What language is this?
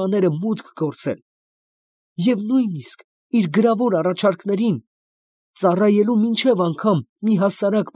Armenian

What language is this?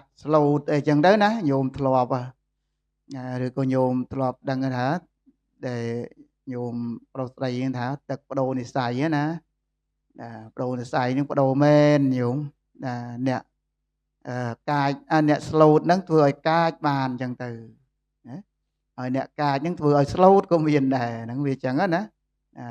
Khmer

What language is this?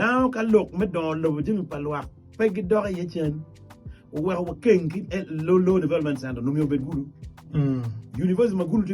Acoli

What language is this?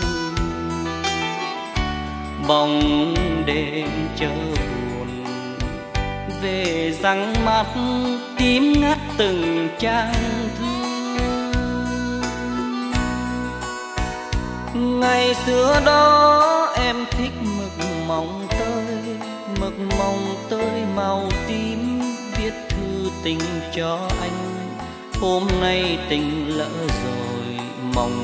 Vietnamese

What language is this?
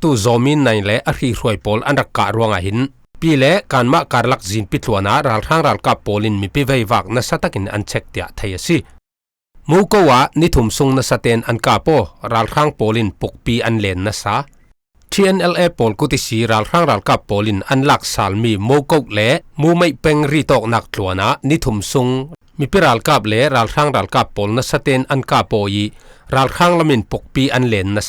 Falam Chin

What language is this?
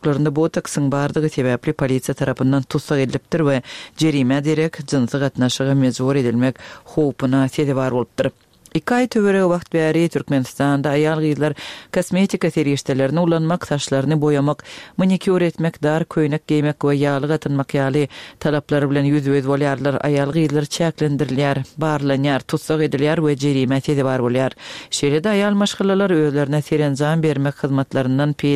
Turkmen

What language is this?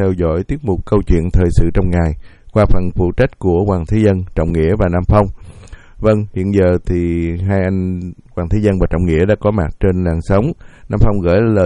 Vietnamese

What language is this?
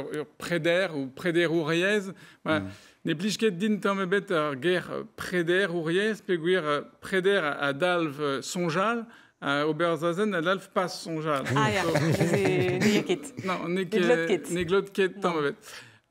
Breton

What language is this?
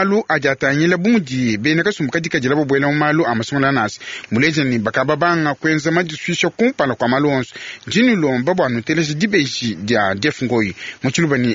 Luba-Lulua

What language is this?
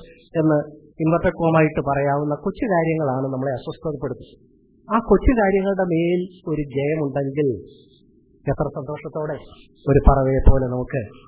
Malayalam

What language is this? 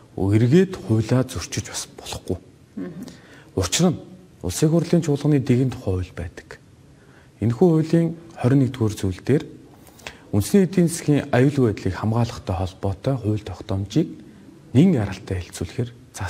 Mongolian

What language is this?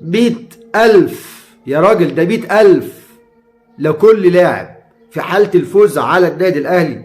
Egyptian Arabic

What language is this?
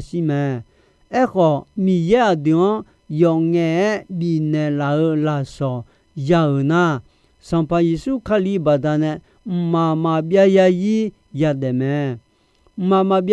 Akha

